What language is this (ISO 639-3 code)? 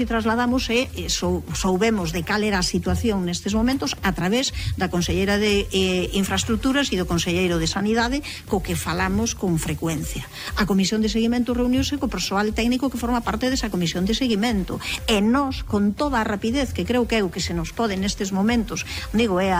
glg